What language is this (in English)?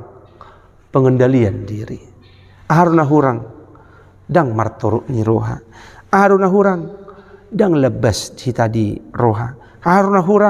Batak Toba